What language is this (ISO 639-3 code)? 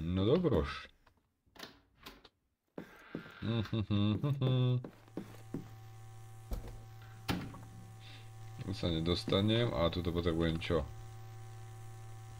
slk